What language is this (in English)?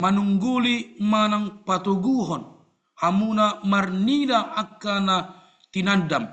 Batak Toba